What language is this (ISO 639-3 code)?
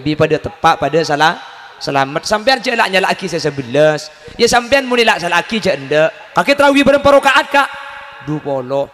mad